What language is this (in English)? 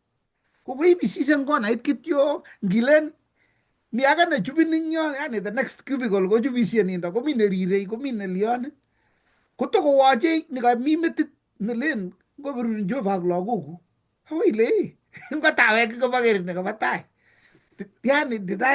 Kalenjin